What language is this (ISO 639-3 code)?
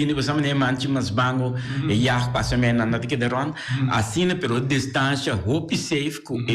pap